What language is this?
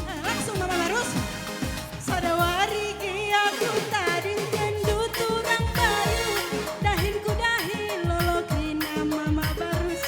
Batak Karo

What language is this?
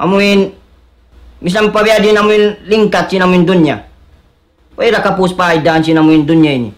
Tausug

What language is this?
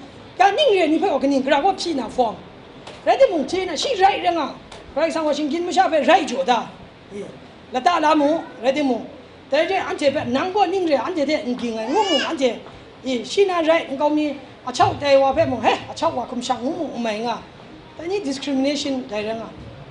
Kachin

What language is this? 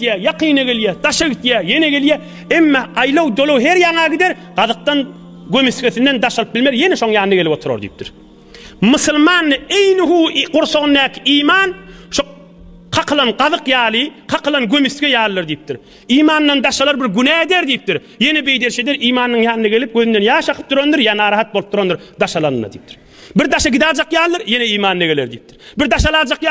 Turkmen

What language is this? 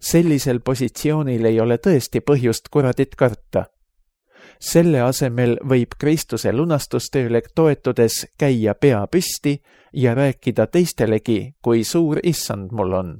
Estonian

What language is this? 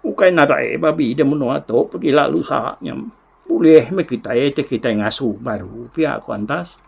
Iban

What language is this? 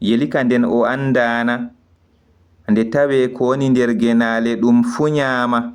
Fula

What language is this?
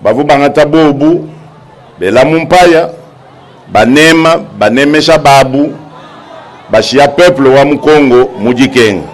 Luba-Lulua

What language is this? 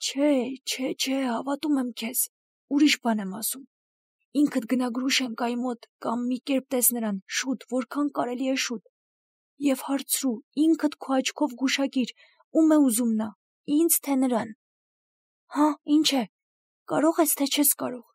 Armenian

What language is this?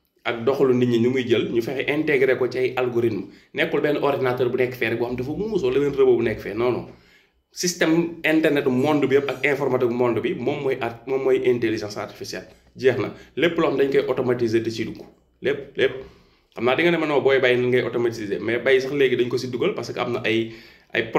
Wolof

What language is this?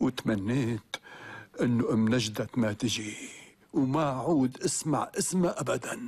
North Levantine Arabic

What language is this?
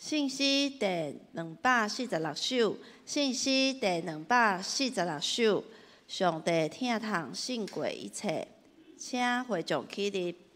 Min Nan Chinese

